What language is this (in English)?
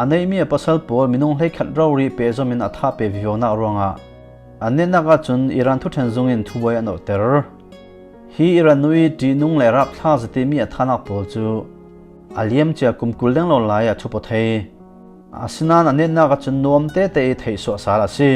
Falam Chin